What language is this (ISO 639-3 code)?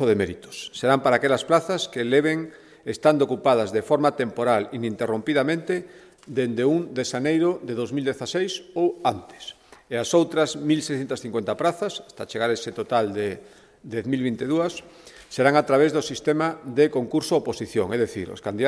glg